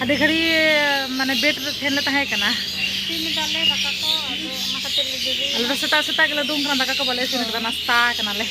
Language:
Santali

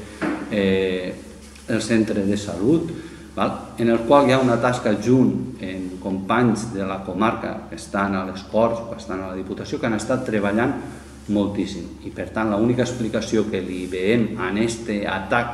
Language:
Catalan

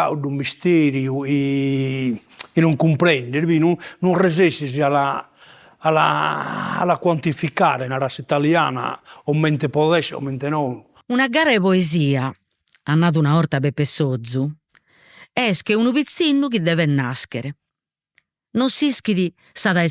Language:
Sardinian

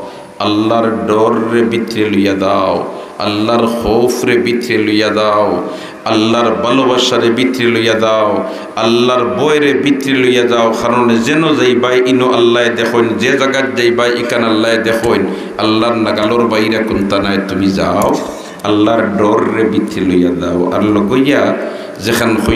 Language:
Sylheti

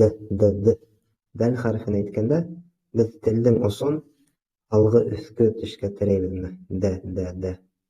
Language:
Bashkir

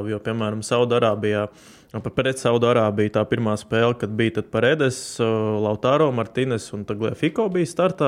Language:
Latvian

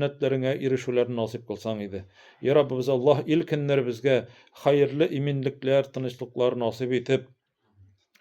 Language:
Tatar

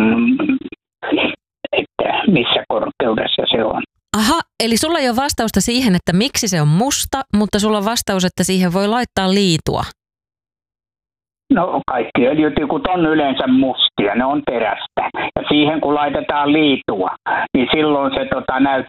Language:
Finnish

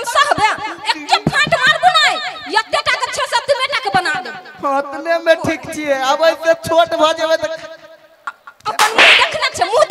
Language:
Maithili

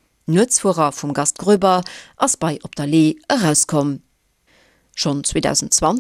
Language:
Luxembourgish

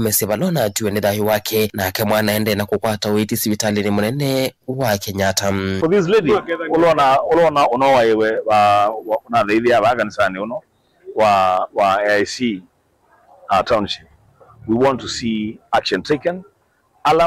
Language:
Kamba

